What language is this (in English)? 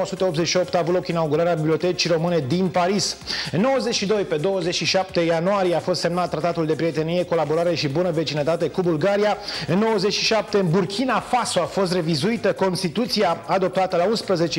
Romanian